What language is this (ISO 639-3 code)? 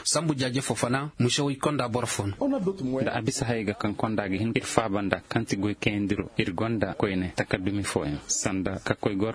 ses